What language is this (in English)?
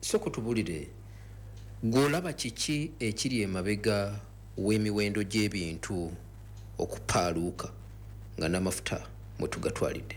Ganda